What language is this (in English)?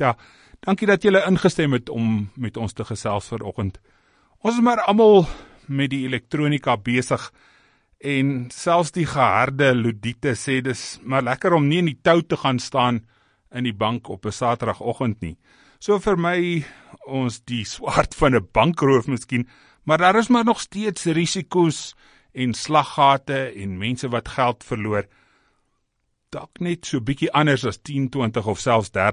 Afrikaans